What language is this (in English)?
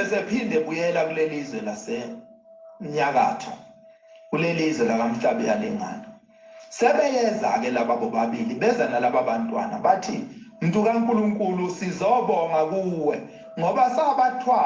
Zulu